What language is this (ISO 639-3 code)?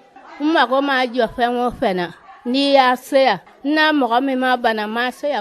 bam